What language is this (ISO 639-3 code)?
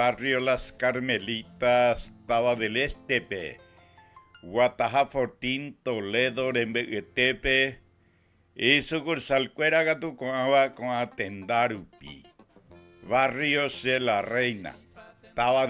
grn